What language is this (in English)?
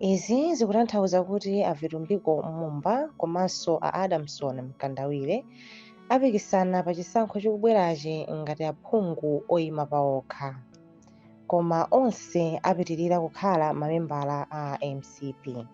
Nyanja